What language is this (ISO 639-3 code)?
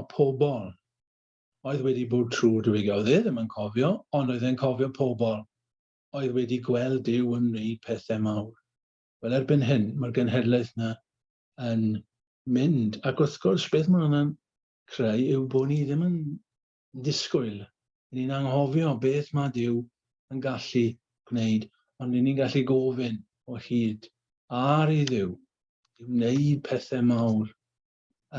cym